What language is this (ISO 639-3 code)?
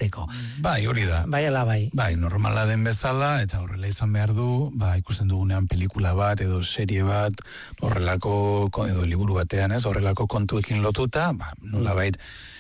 eus